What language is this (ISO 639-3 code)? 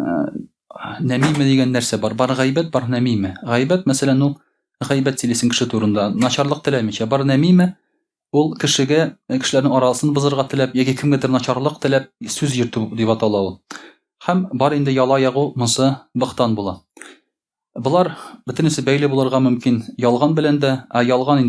tat